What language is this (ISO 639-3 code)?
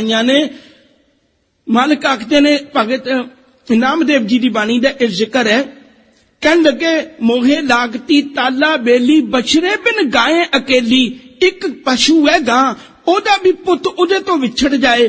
pan